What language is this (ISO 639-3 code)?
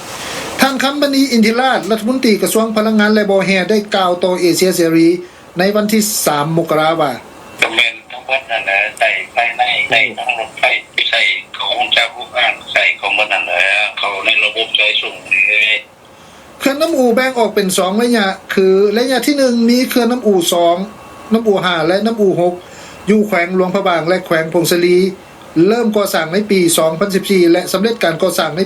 lao